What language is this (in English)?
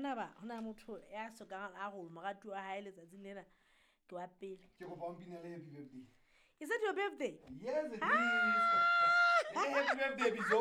Southern Sotho